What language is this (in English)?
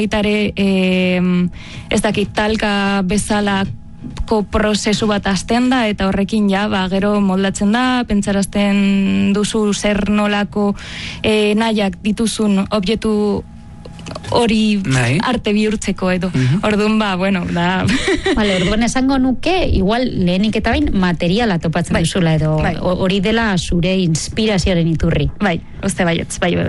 Basque